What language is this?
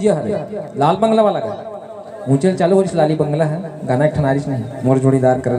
Chhattisgarhi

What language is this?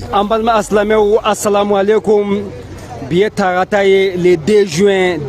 Bambara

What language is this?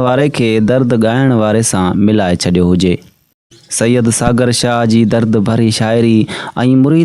Sindhi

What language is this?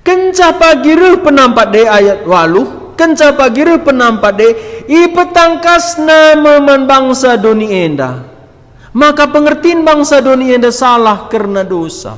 Batak Karo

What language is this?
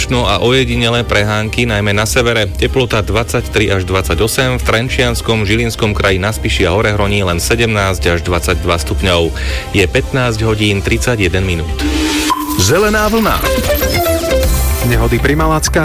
Slovak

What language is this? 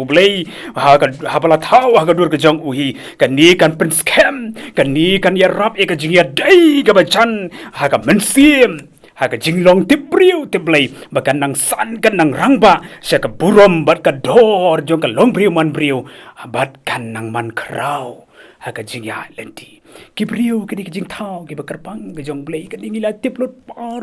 Khasi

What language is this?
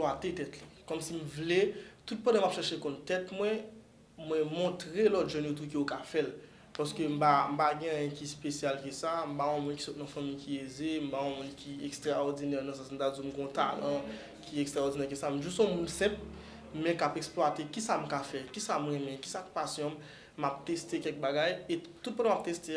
Haitian Creole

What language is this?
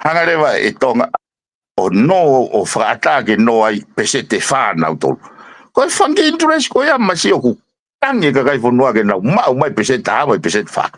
Tongan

